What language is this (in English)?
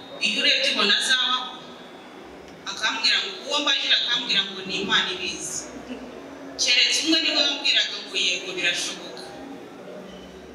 Kinyarwanda